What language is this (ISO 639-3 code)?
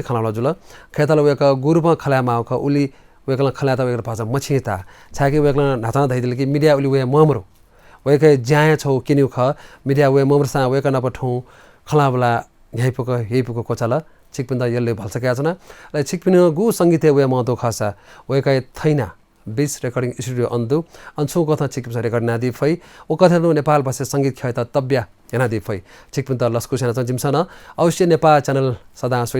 new